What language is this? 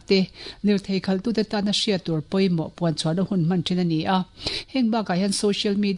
Mizo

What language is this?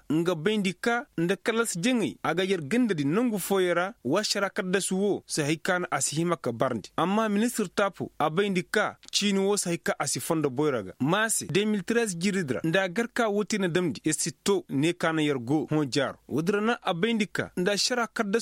Koyraboro Senni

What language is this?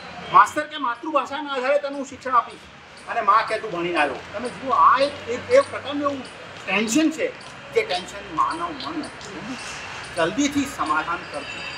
Gujarati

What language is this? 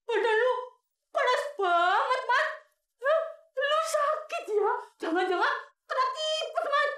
Betawi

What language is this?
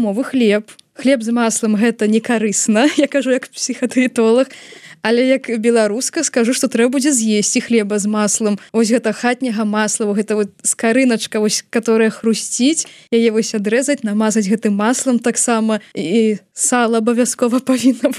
Belarusian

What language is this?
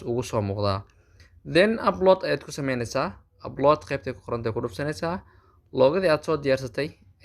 Somali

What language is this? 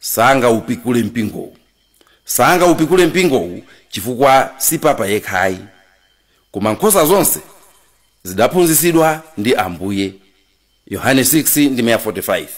Nyanja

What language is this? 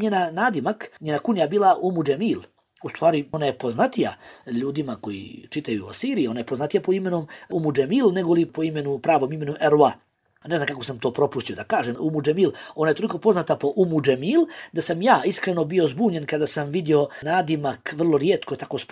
Bosnian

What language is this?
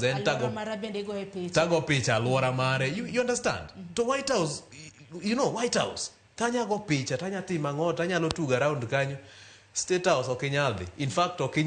Luo (Kenya and Tanzania)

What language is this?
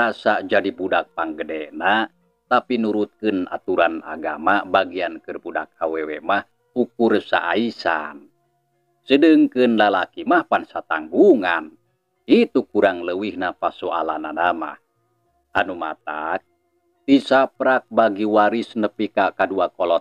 Sundanese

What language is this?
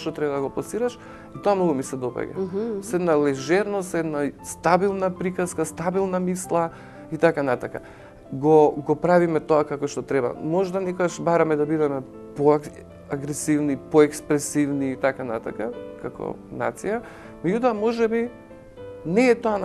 Macedonian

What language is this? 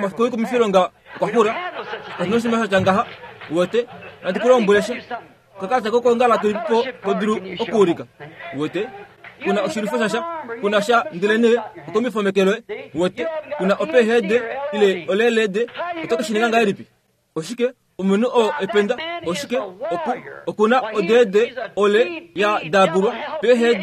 Kuanyama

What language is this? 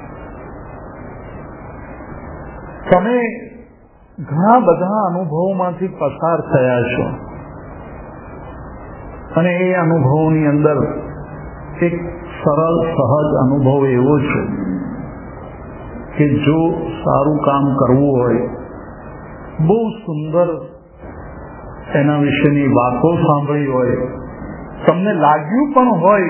Gujarati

